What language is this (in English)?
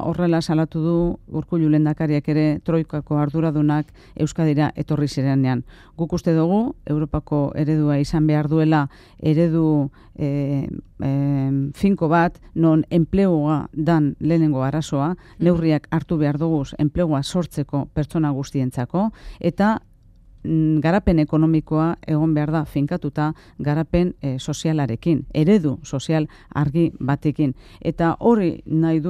Basque